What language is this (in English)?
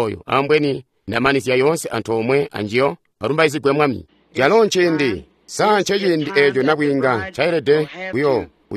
Tonga (Zambia)